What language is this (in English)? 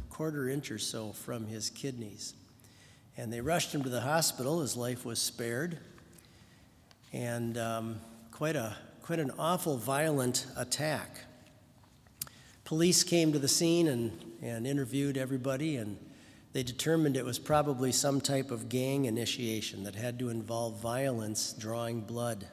English